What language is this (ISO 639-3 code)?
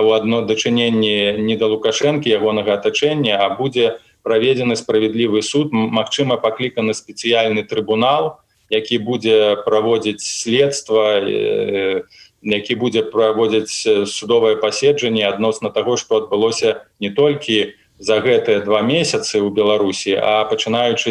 bel